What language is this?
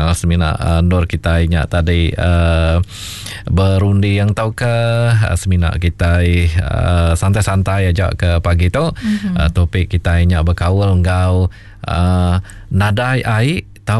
Iban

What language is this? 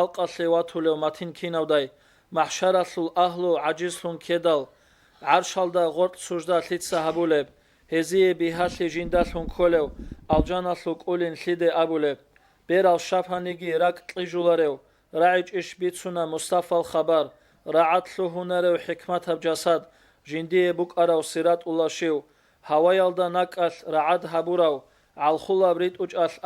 Avaric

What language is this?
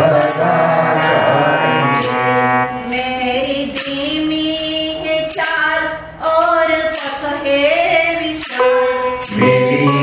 Gujarati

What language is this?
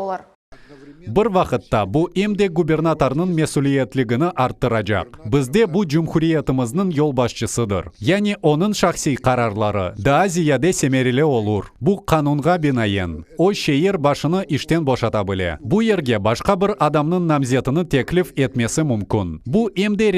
Crimean Tatar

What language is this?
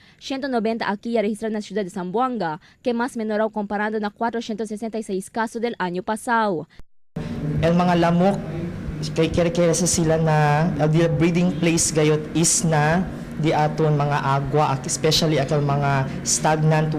Chavacano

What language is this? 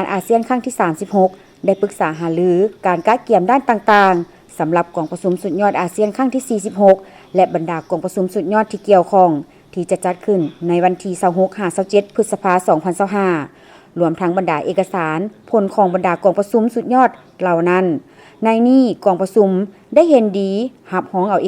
Lao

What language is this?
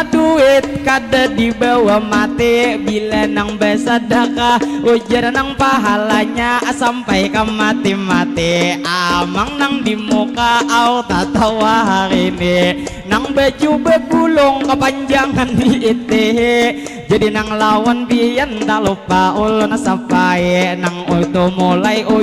Banjar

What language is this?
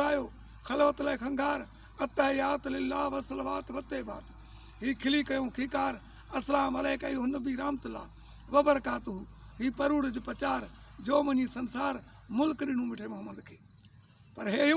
Sindhi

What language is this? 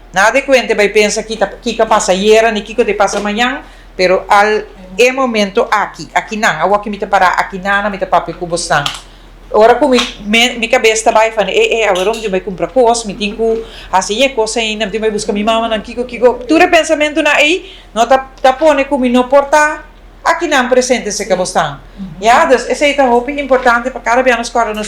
Papiamento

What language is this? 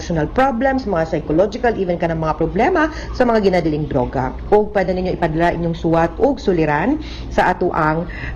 Cebuano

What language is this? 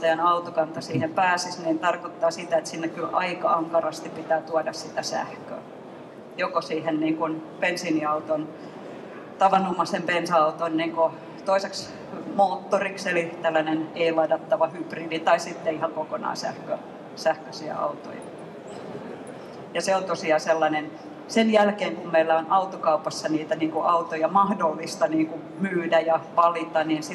Finnish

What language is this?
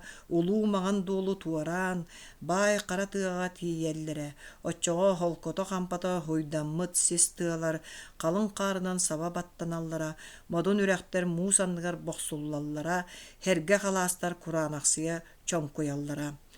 Yakut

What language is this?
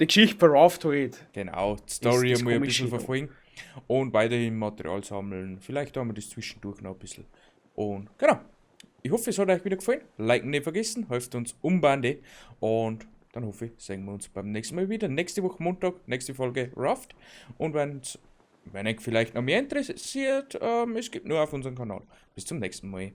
Bavarian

